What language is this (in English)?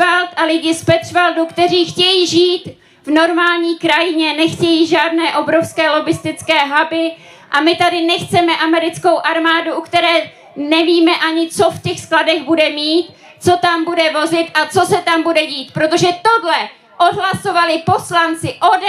Czech